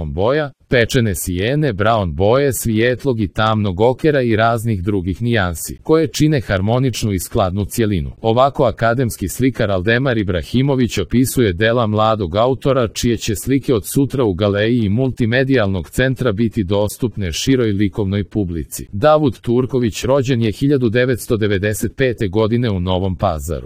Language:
Serbian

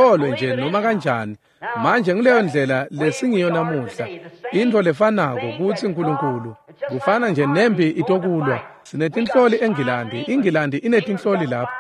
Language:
Swati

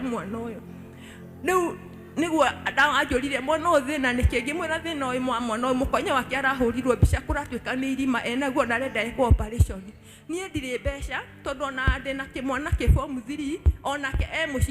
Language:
Kikuyu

